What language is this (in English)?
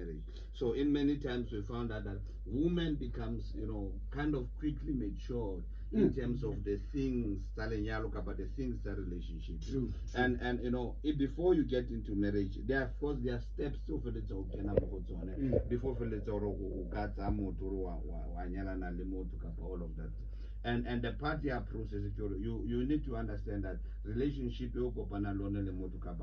Tswana